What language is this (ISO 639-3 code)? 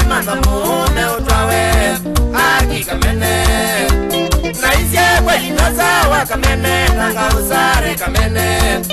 swa